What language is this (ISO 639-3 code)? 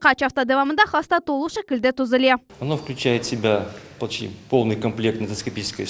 crh